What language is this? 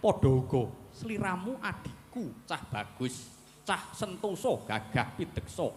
Javanese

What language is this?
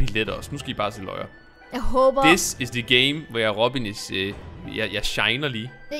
Danish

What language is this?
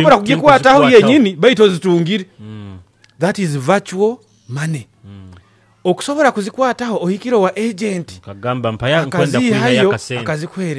Nyoro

